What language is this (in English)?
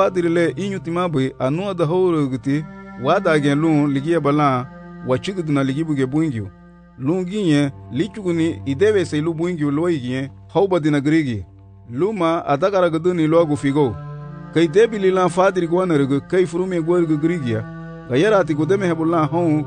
Garifuna